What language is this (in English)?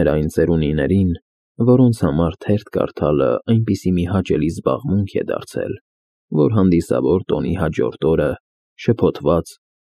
Armenian